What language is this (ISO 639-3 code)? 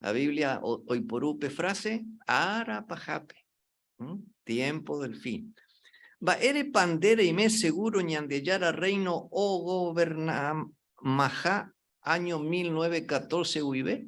grn